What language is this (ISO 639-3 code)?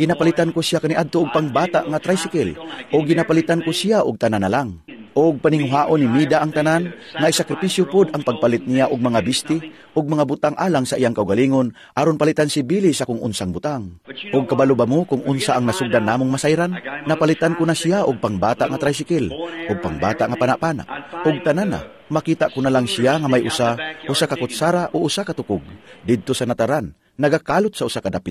ceb